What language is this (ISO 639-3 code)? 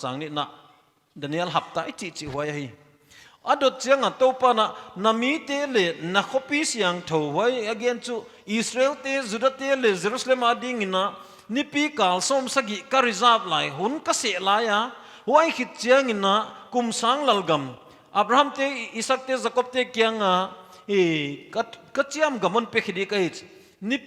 pck